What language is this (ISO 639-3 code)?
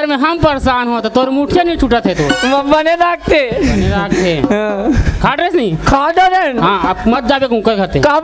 hne